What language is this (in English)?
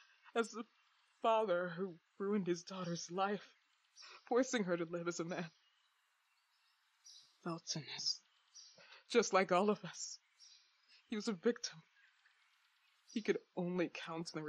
English